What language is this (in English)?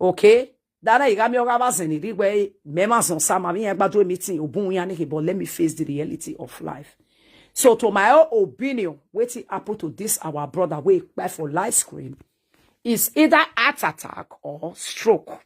Nigerian Pidgin